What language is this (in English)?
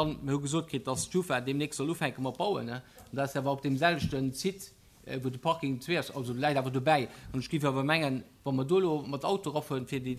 Luxembourgish